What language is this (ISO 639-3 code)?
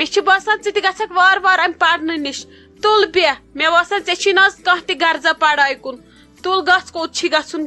kas